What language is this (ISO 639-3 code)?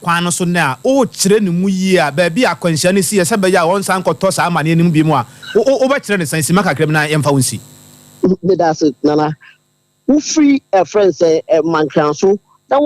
aka